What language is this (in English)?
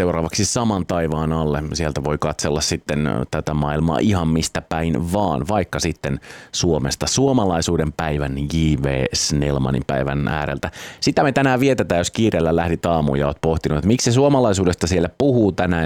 Finnish